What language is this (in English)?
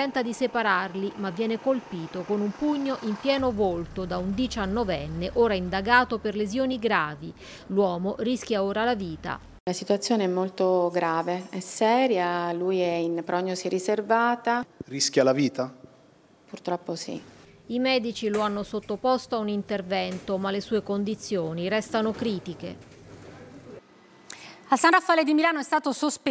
Italian